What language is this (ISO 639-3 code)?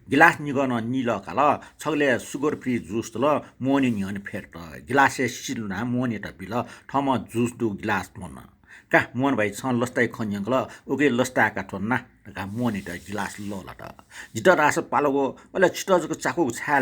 new